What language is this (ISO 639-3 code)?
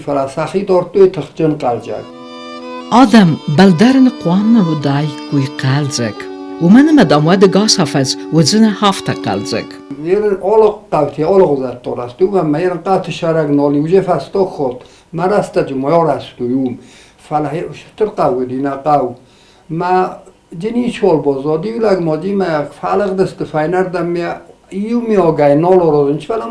oss